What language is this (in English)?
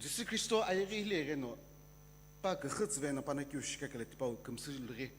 Sumi Naga